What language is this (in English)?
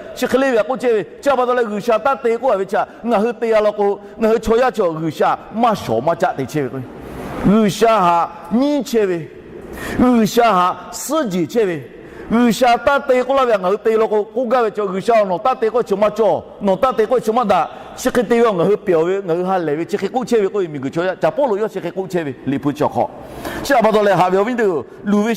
Lahu